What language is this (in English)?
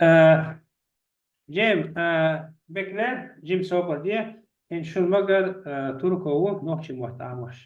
Chechen